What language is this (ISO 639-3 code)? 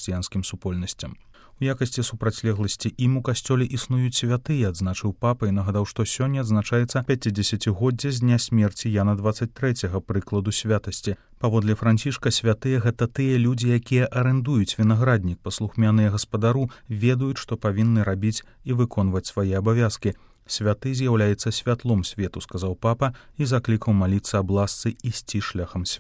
bel